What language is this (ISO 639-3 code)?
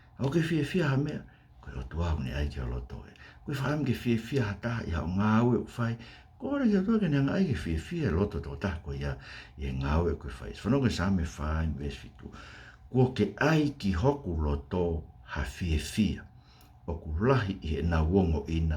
ton